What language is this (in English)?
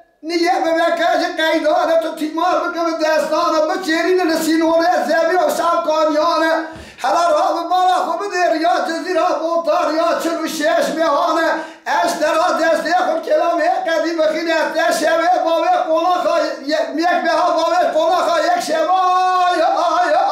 Kurdish